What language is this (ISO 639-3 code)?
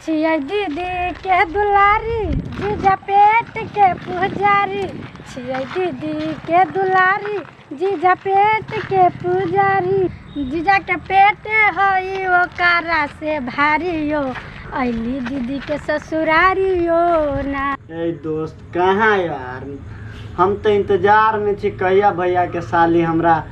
mai